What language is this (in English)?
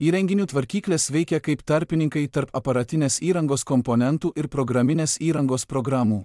Lithuanian